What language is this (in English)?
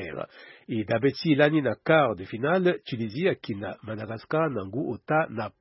Sango